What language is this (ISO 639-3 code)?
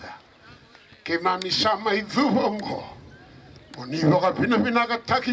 fij